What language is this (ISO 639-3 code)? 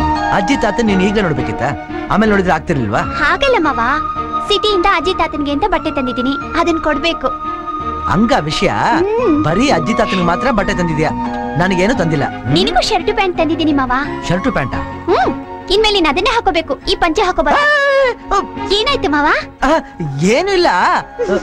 kan